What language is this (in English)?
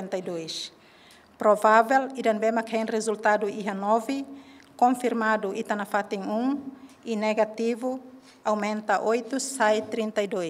Tetum